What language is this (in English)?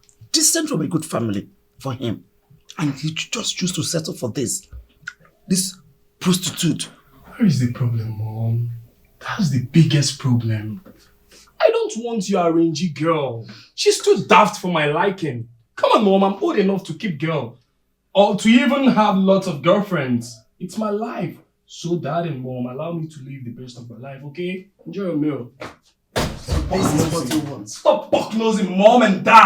Nigerian Pidgin